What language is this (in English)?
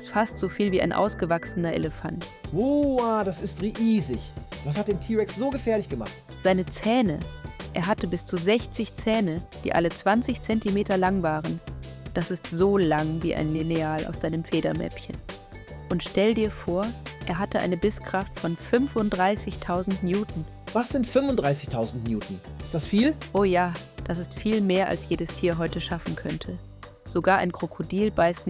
Swiss German